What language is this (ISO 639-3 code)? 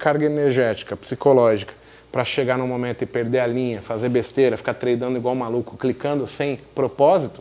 por